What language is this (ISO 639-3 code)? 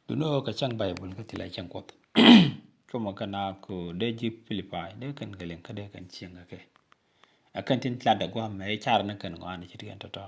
nus